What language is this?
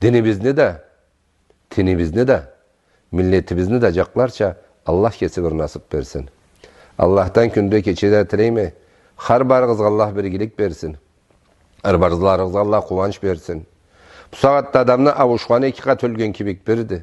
Karachay-Balkar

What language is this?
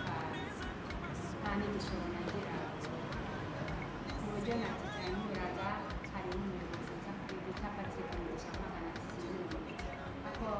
Kinyarwanda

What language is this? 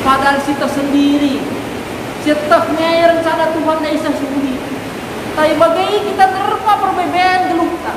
Batak Karo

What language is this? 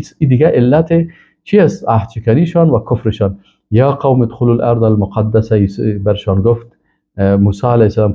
Persian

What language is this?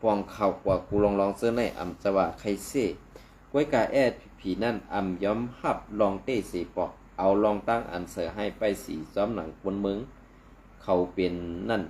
Shan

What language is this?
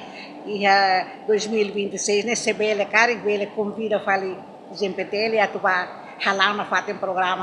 Tetum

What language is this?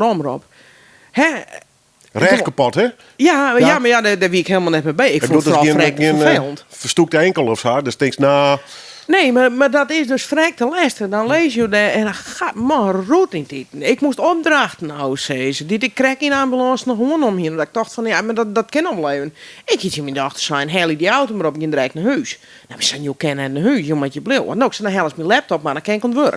Western Frisian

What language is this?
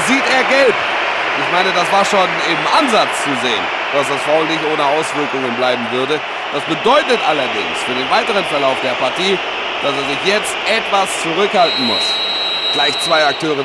Bavarian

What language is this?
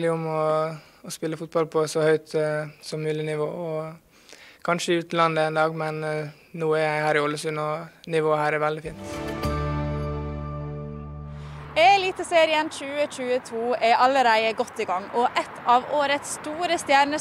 Norwegian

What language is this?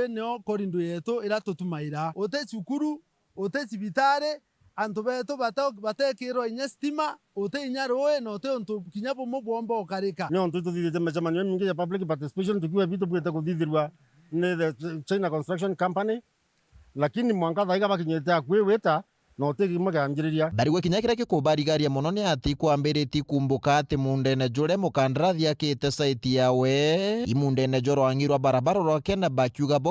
Meru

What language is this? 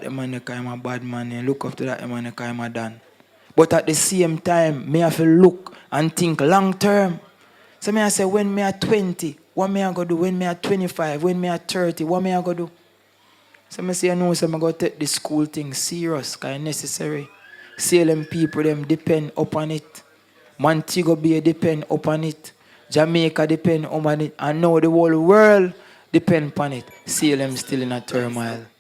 Jamaican Creole English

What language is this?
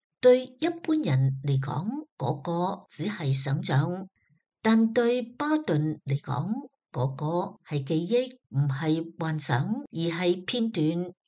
Cantonese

